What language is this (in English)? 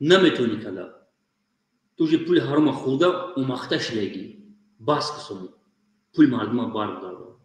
Tajik